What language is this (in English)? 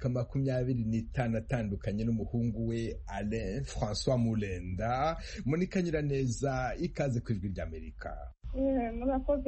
Kinyarwanda